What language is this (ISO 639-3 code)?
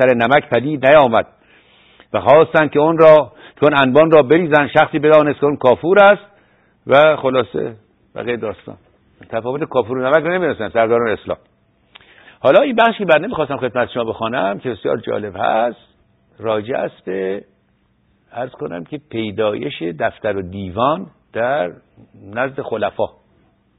fas